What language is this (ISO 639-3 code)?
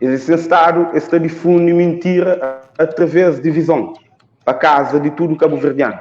kea